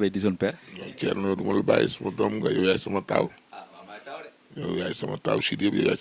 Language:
Wolof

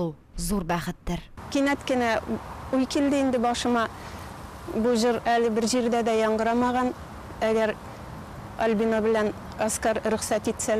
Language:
Tatar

